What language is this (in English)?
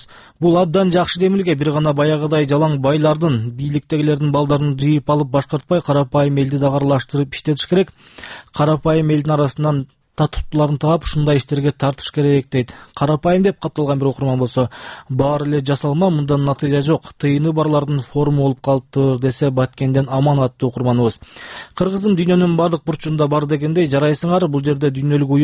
Kyrgyz